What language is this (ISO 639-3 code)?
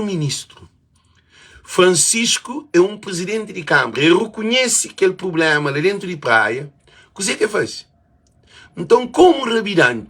kea